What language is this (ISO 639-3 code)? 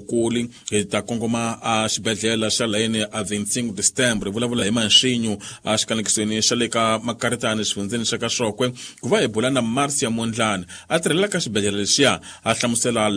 tso